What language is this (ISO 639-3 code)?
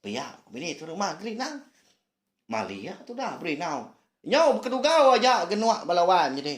iba